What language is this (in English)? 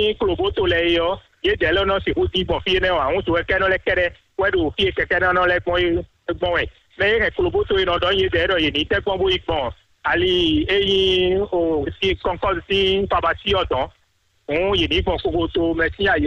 Fon